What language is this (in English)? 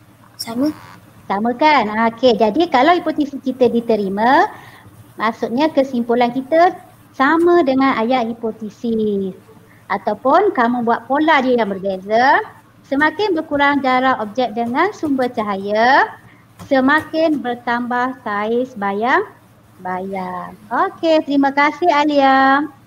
Malay